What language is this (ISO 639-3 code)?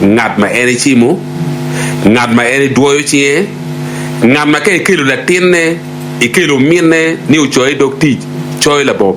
ach